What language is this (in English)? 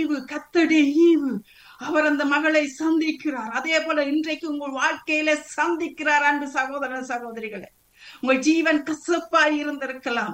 Tamil